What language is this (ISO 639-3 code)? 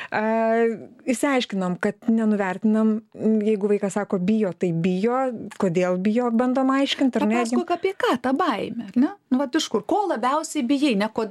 lit